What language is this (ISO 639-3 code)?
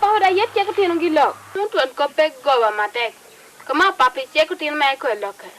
laj